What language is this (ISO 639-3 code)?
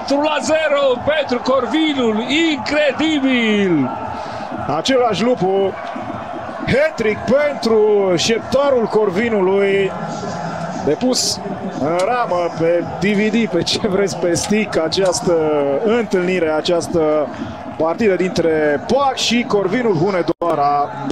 ron